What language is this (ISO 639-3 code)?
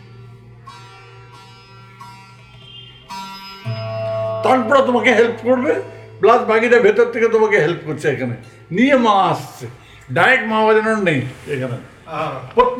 ben